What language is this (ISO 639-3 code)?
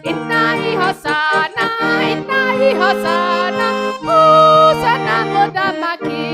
kik